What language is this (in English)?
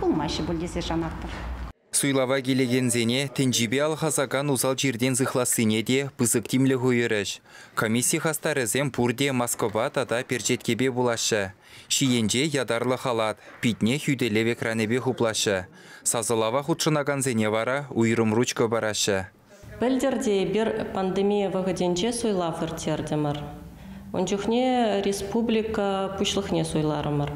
Chuvash